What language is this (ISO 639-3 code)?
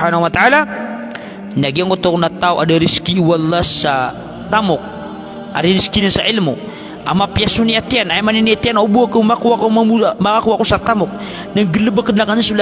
mrw